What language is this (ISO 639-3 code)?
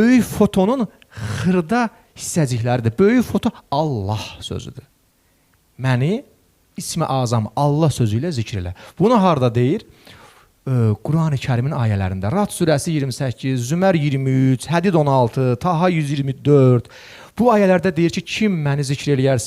aze